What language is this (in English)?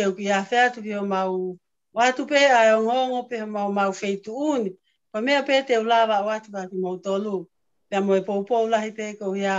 Tongan